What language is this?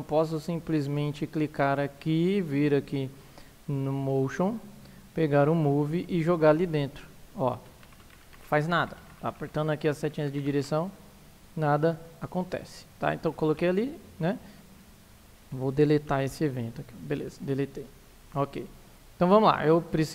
Portuguese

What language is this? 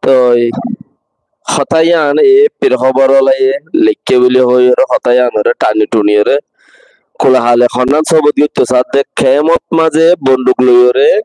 Rohingya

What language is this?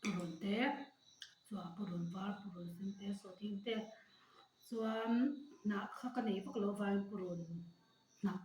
Mizo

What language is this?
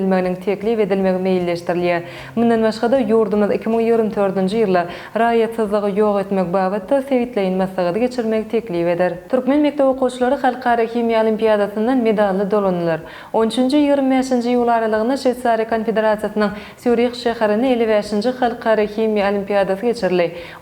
Turkmen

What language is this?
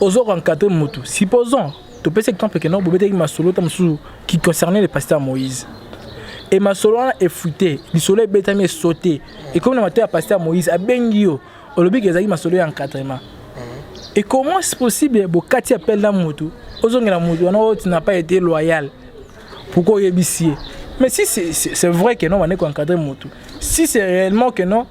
Lingala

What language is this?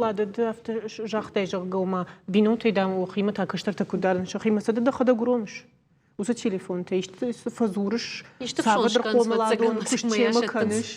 Ossetic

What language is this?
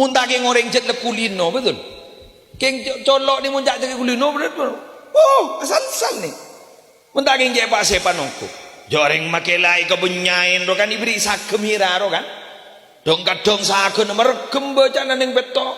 Madurese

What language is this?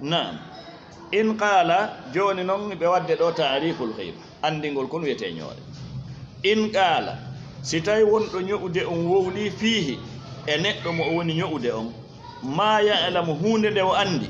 Fula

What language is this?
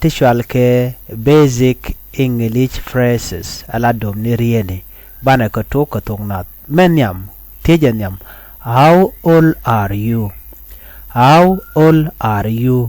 Nuer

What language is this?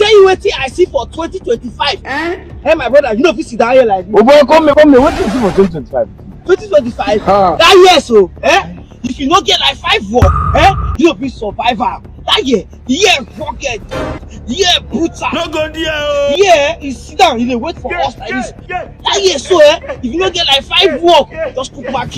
Nigerian Pidgin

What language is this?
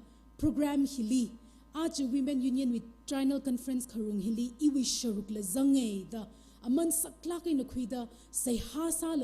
Tangkhul Naga (India)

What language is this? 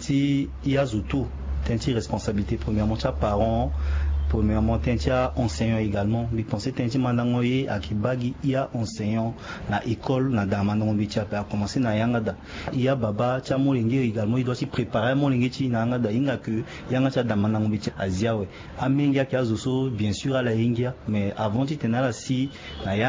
Sango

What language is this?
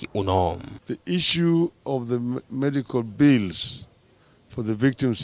Kamba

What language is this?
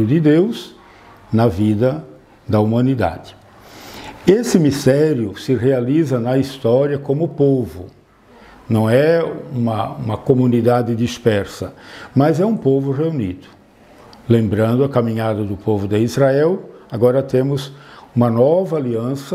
Portuguese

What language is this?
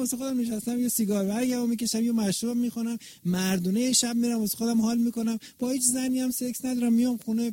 Persian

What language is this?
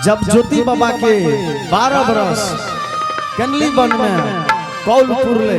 Angika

